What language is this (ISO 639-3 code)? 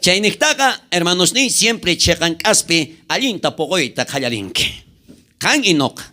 quh